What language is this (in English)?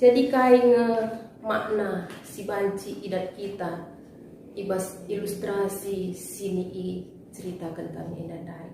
Batak Karo